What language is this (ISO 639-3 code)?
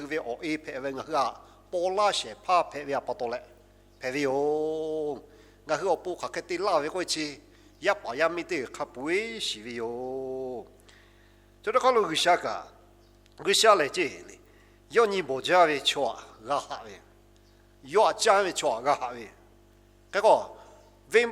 lhu